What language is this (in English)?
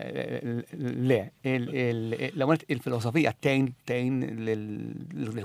Maltese